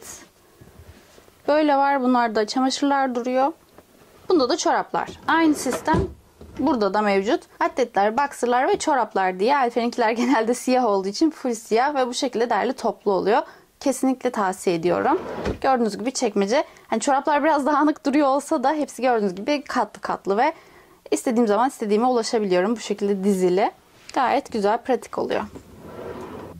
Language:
Turkish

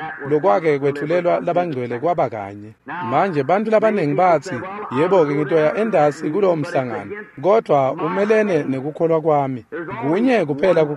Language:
Swati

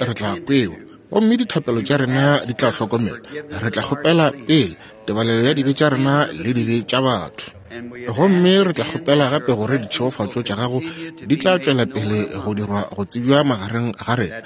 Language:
Northern Sotho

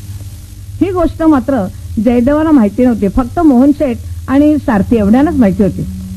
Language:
Marathi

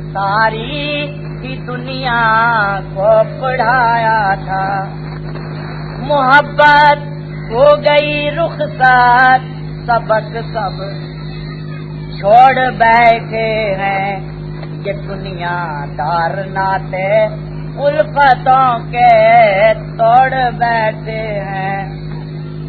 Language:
Urdu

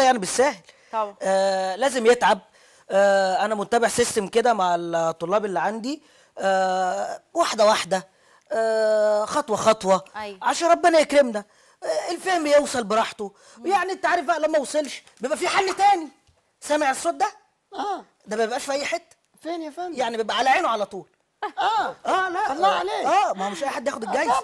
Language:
Egyptian Arabic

